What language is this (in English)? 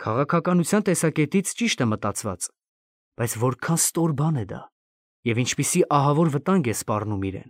Armenian